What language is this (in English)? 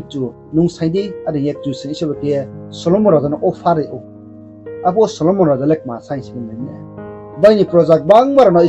Riang (India)